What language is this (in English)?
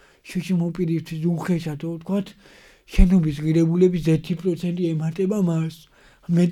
Georgian